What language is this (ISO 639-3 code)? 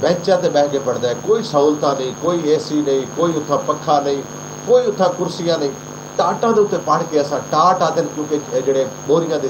skr